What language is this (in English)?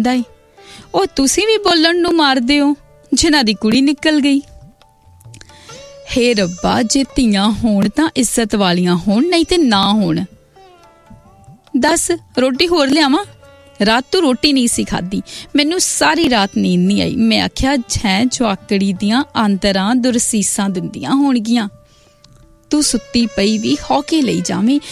Punjabi